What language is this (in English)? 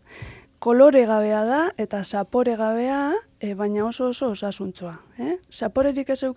Basque